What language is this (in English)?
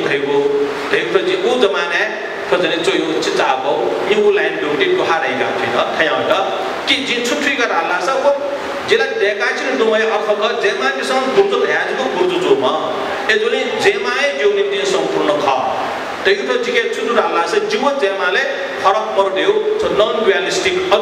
Newari